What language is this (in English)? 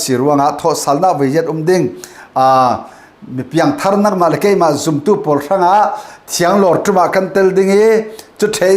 Falam Chin